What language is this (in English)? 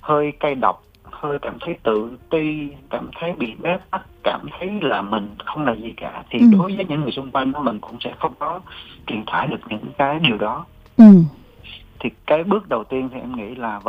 Vietnamese